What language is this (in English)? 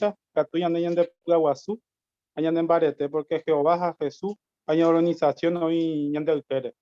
Guarani